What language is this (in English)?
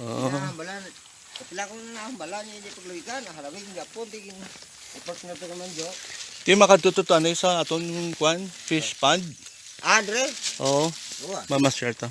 Hiligaynon